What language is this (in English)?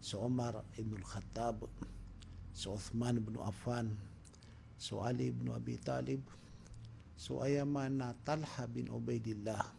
Maranao